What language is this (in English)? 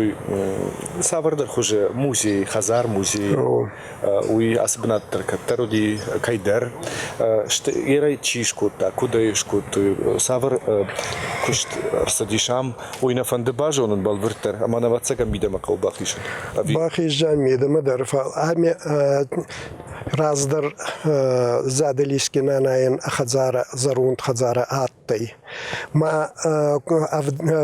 Ossetic